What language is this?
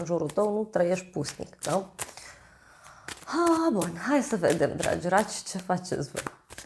Romanian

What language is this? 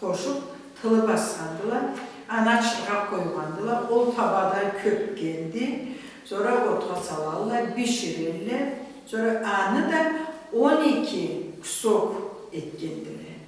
Karachay-Balkar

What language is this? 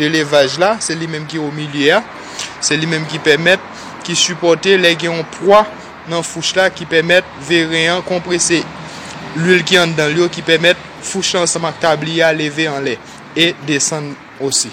Haitian Creole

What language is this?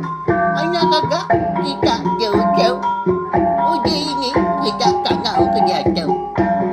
Iban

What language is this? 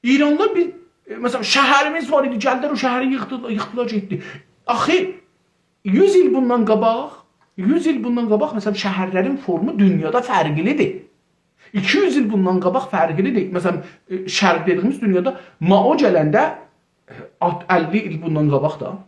South Azerbaijani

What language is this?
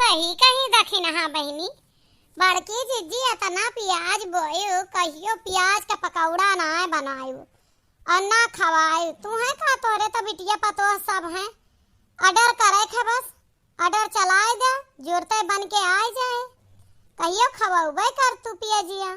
Awadhi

